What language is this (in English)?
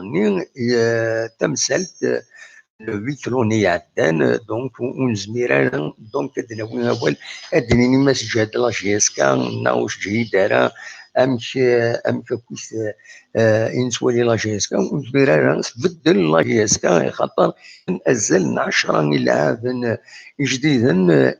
Kabyle